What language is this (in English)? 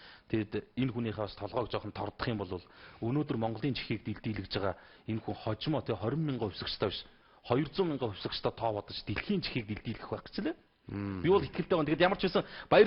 Mongolian